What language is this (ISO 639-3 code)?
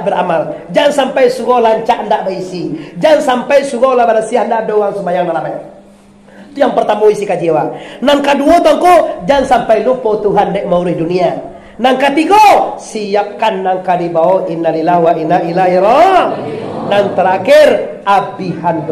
min